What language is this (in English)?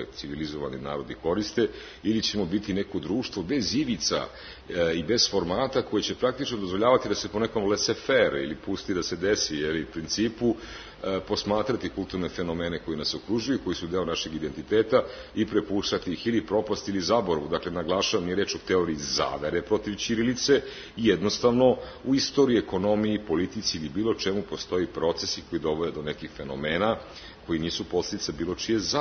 Serbian